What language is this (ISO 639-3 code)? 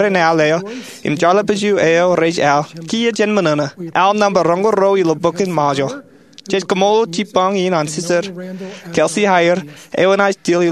mah